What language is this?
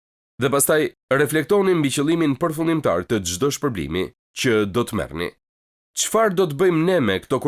Albanian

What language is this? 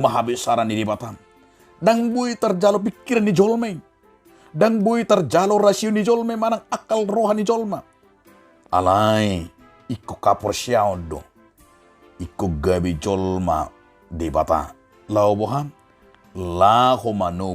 Batak Toba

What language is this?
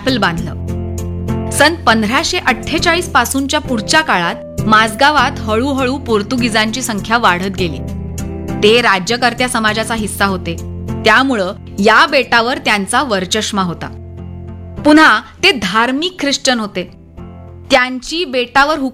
Marathi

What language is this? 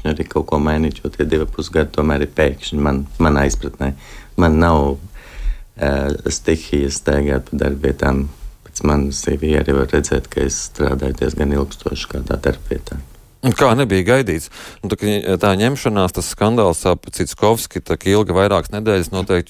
Latvian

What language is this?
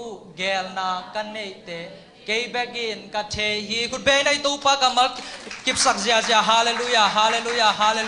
Tedim Chin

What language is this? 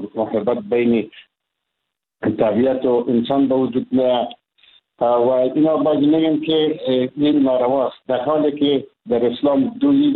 Persian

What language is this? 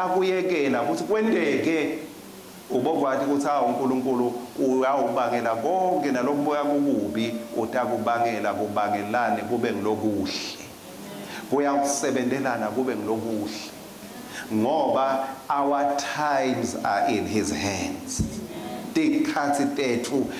Swati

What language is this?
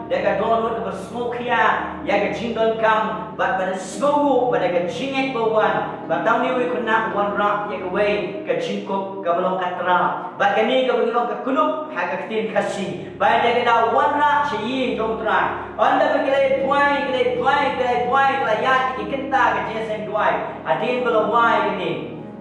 Khasi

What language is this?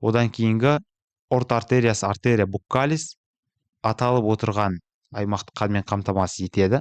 Kazakh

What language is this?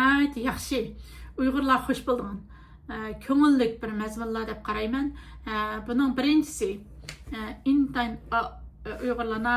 Uyghur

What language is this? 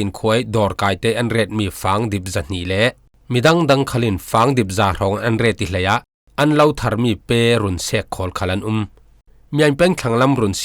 Falam Chin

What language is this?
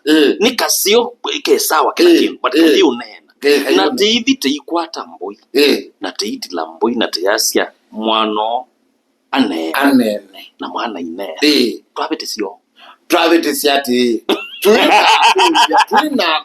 Kamba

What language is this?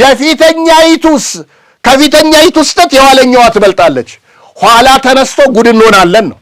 Amharic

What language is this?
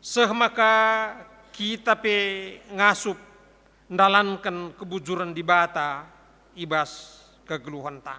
Batak Karo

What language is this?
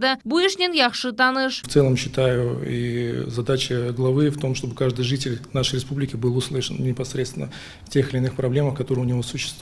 Crimean Tatar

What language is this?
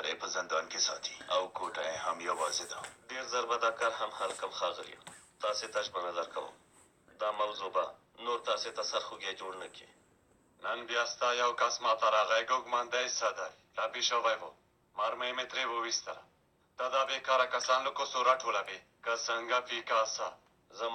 Pashto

